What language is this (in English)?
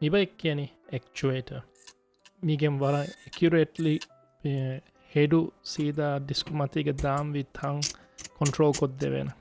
Divehi